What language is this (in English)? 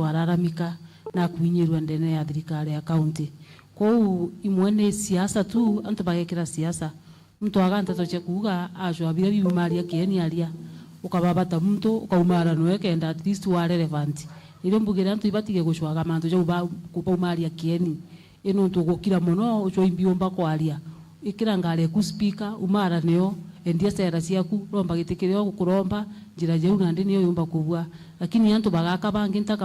Meru